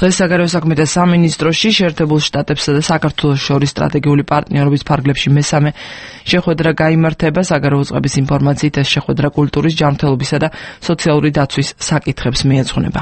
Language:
Georgian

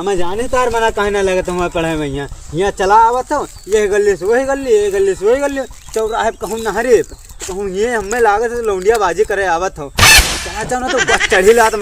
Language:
Awadhi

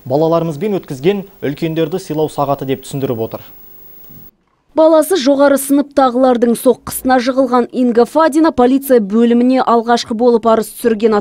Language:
Kazakh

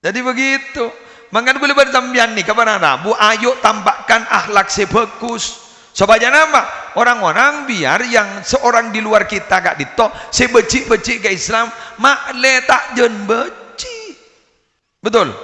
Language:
Madurese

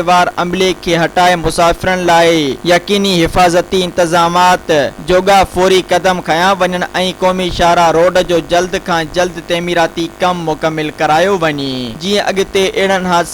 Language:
Sindhi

